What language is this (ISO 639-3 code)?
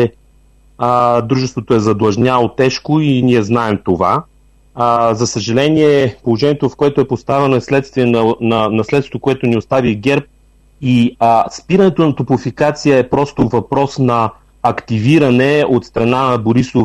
bul